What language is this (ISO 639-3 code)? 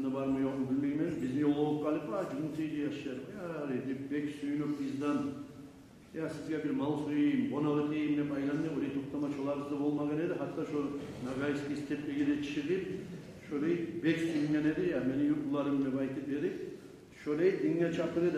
kum